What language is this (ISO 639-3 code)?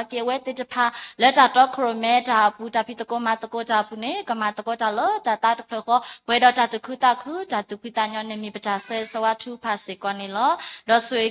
ksw